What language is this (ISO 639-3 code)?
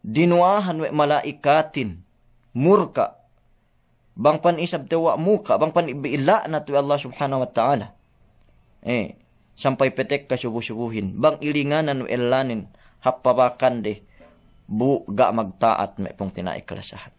yka